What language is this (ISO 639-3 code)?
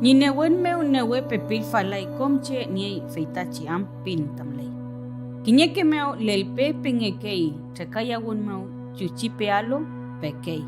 arn